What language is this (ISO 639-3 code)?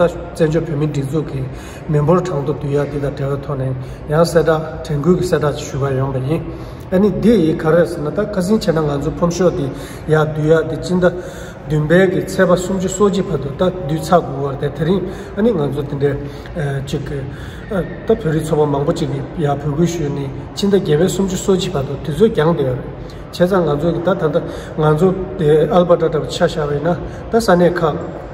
bod